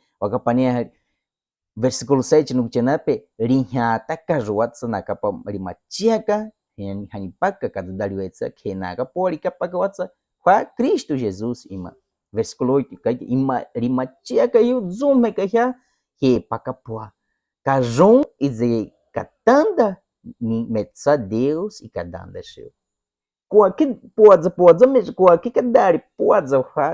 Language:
Baniwa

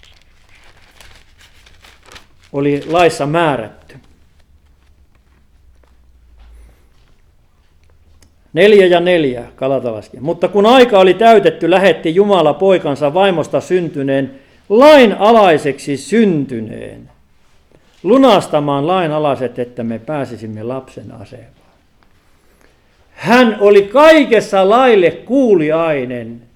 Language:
Finnish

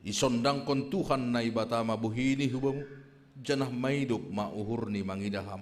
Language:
Batak Simalungun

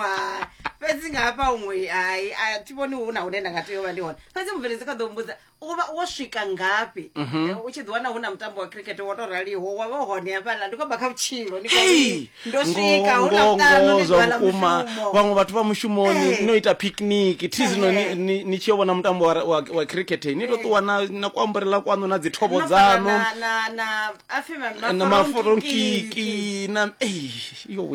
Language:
Venda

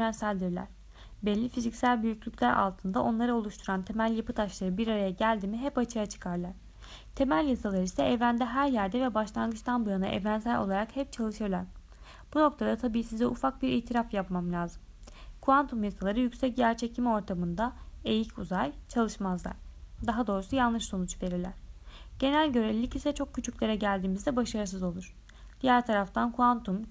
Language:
Turkish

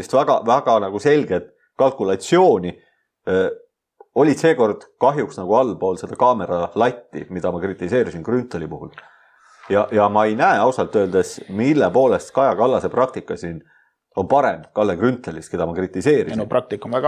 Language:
Estonian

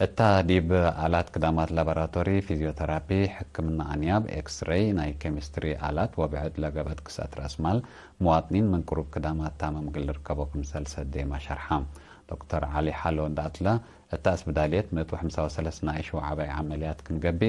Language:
Tigre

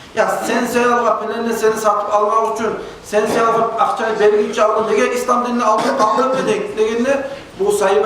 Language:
Kumyk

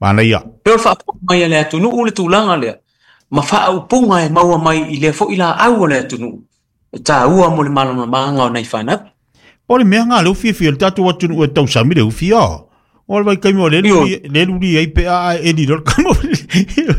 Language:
Samoan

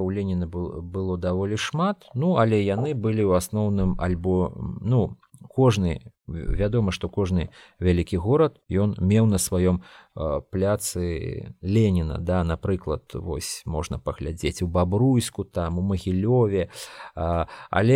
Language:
Belarusian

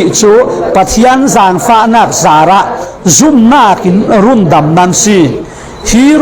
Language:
Falam Chin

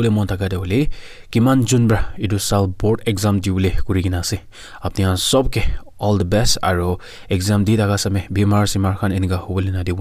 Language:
Naga Pidgin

